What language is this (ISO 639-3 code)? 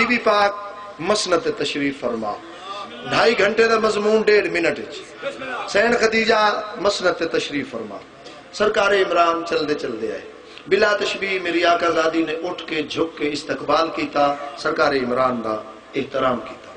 skr